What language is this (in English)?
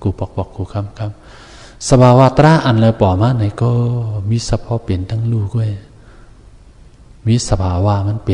Shan